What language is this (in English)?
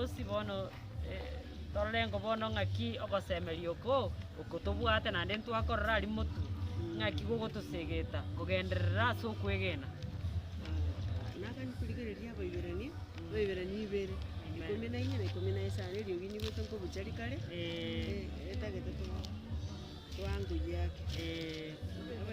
Gusii